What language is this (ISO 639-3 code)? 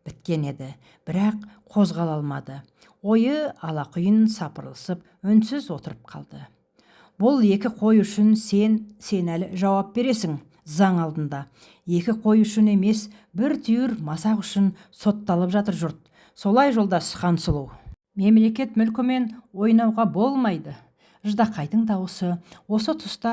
kaz